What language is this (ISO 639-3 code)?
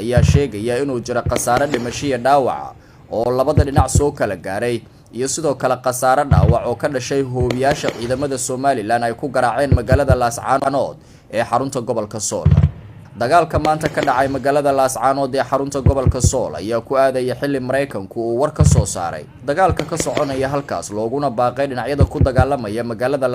som